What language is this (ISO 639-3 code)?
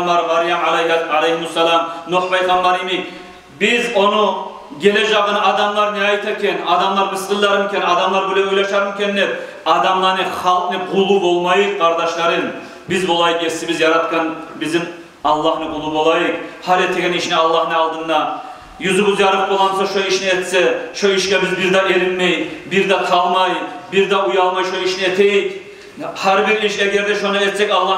kum